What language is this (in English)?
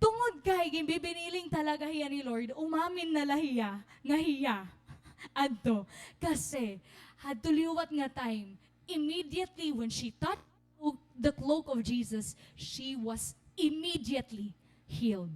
Waray